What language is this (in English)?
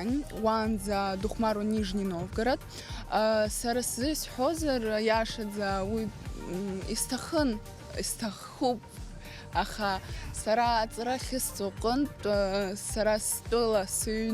Abkhazian